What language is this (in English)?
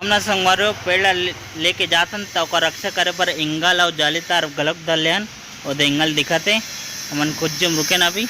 Chhattisgarhi